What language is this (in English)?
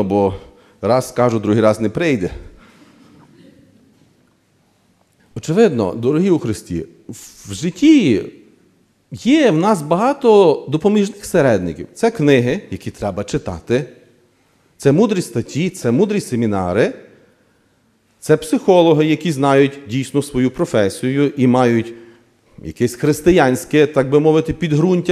Ukrainian